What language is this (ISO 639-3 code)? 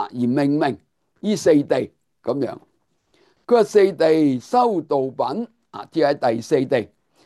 yue